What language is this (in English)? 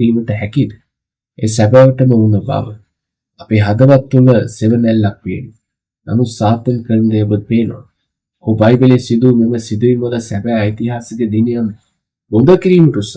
Sinhala